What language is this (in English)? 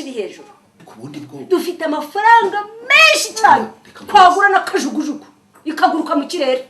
Kinyarwanda